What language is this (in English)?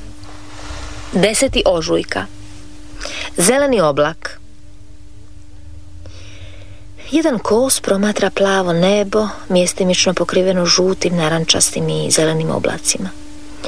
Croatian